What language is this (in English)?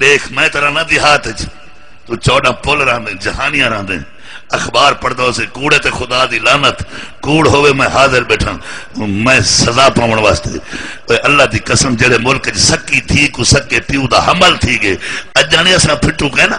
Saraiki